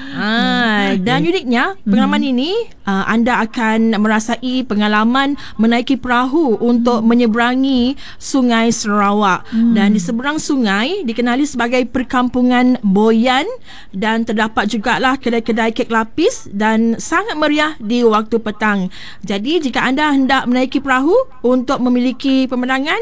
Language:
Malay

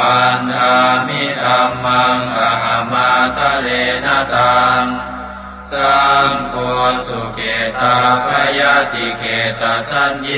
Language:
Pali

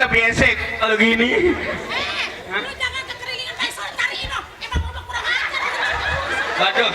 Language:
Betawi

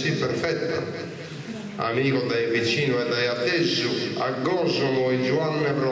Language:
Sardinian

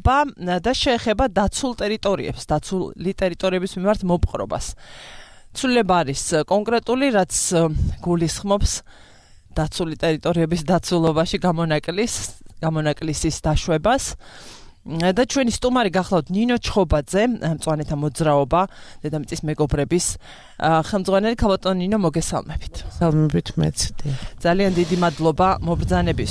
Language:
Georgian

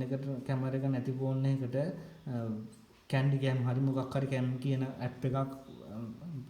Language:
Sinhala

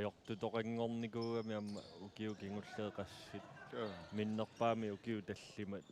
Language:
Kalaallisut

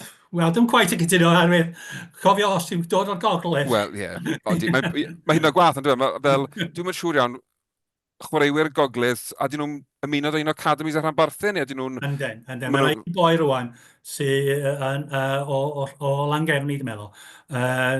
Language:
Welsh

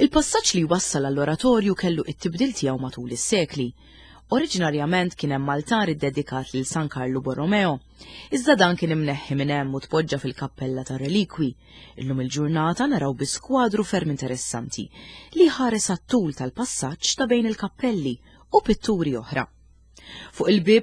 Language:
Maltese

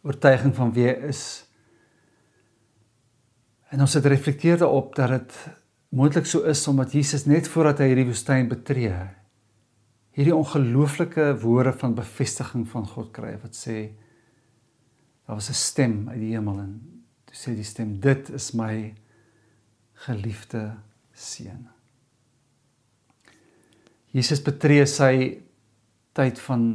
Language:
Afrikaans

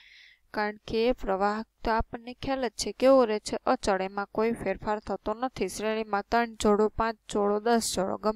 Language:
Gujarati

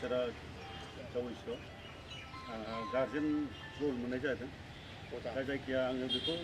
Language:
Bodo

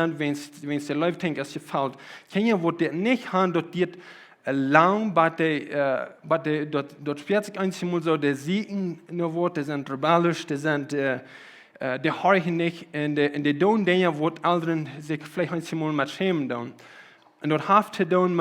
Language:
Plautdietsch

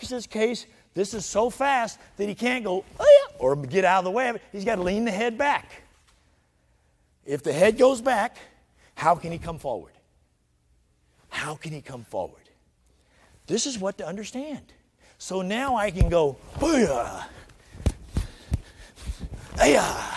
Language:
English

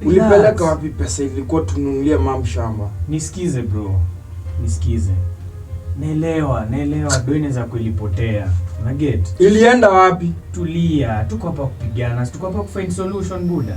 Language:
Swahili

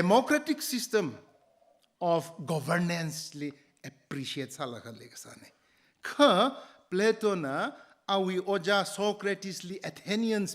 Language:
Tangkhul Naga (India)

